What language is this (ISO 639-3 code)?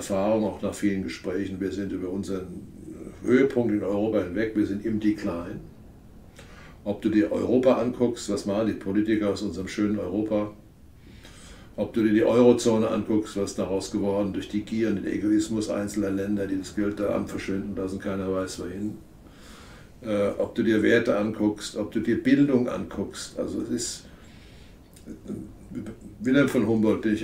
deu